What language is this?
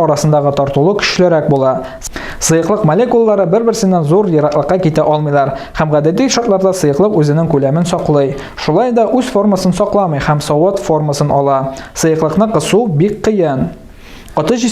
Tatar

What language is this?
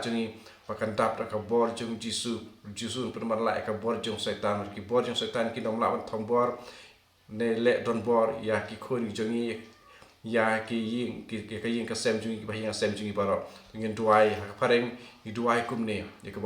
Khasi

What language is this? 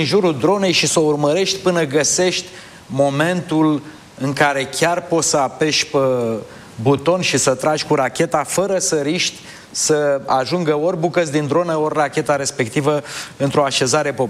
Romanian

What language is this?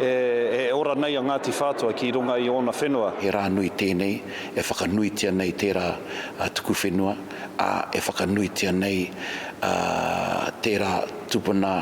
Māori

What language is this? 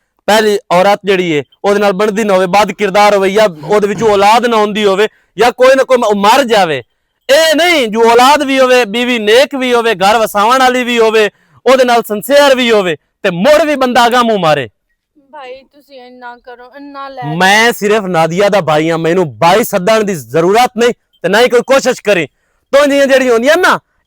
Western Panjabi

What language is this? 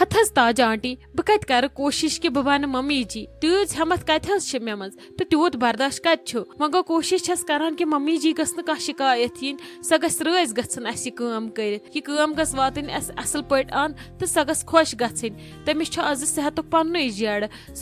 Kashmiri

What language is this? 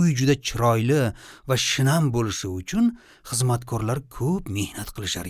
Uzbek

